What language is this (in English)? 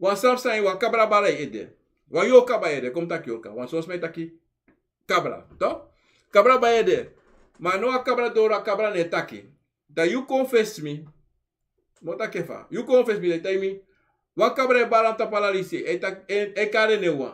Sranan Tongo